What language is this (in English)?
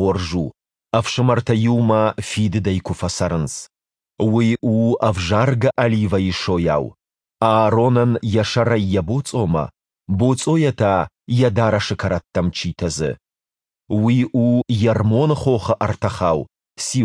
Ossetic